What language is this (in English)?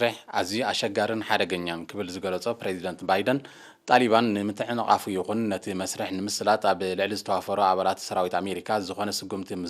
Tigrinya